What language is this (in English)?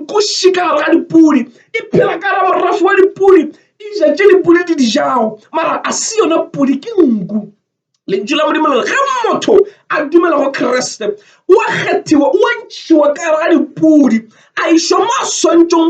Northern Sotho